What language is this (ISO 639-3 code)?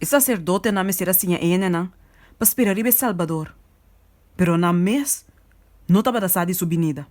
pap